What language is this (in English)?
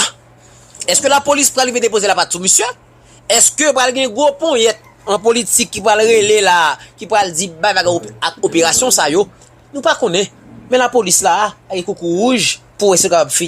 Haitian Creole